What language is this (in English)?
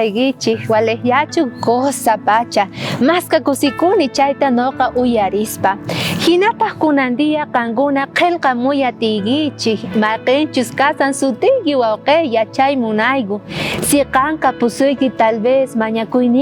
South Bolivian Quechua